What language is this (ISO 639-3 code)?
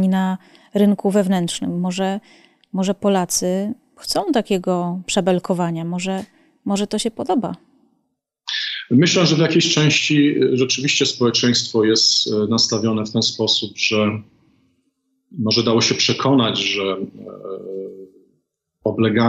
pol